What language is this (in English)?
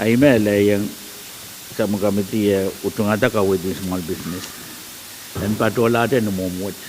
Pohnpeian